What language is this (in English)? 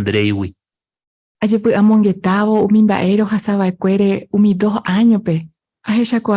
Guarani